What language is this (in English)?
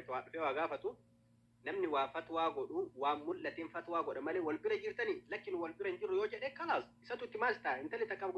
Oromo